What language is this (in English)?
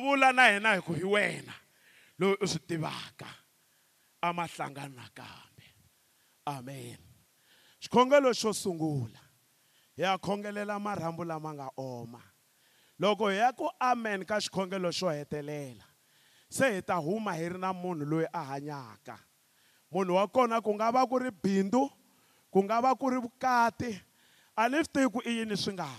Tsonga